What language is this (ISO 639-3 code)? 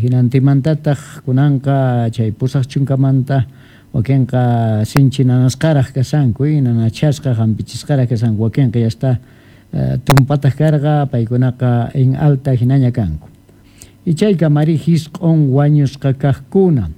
que